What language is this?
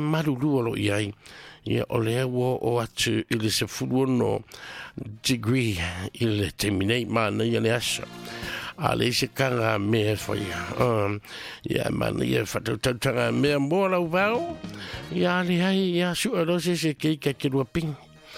Samoan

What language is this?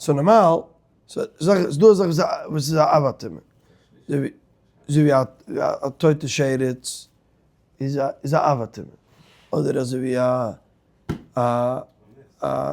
Yiddish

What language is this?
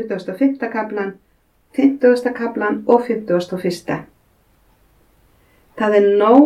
Icelandic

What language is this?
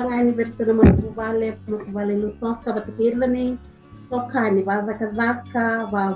Fijian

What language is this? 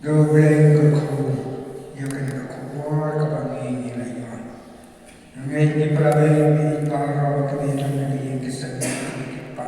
Khasi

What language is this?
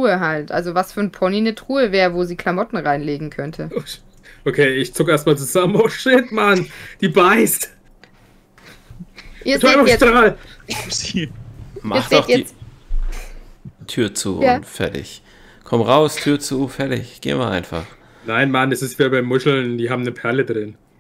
German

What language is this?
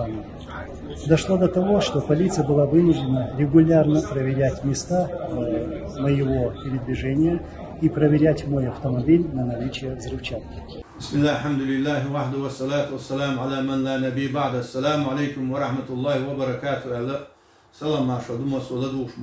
Chechen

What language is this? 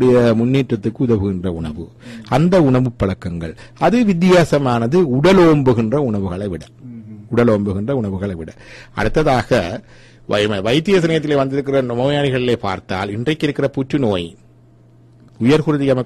Tamil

